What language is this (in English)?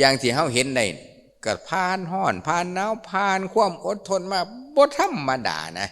Lao